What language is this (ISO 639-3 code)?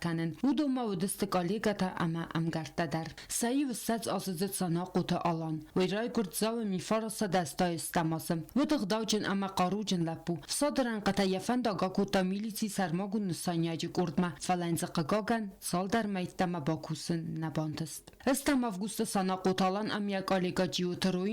oss